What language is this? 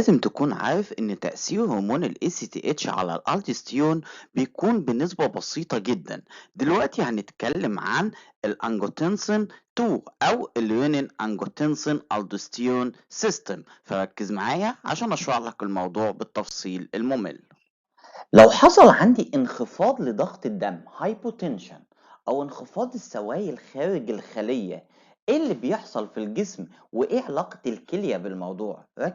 Egyptian Arabic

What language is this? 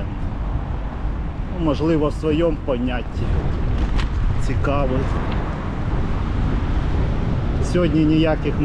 Ukrainian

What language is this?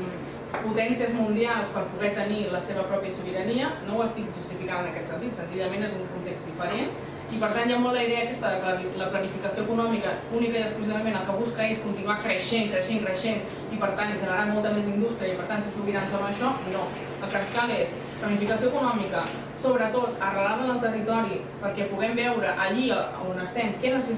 Catalan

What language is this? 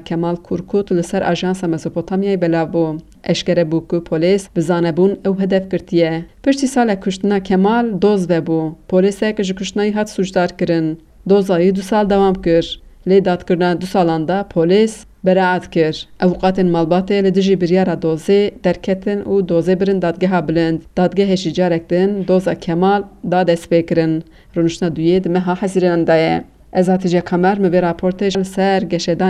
Kurdish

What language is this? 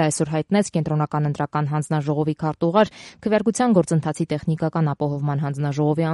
Armenian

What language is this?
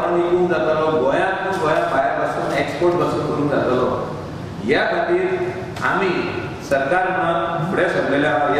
Konkani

